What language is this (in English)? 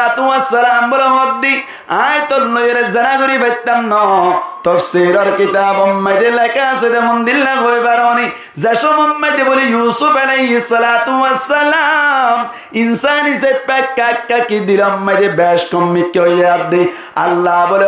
Rohingya